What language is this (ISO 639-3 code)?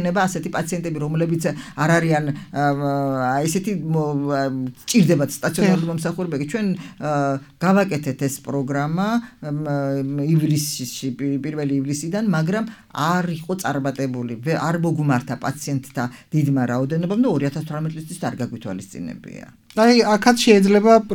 kat